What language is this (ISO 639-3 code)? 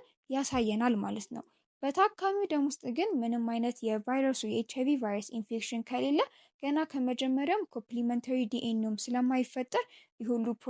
amh